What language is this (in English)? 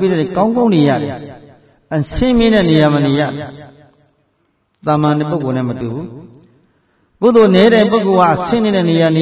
Burmese